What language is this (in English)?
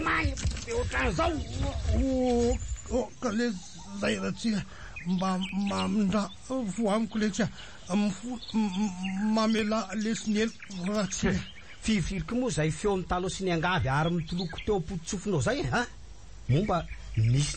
Malagasy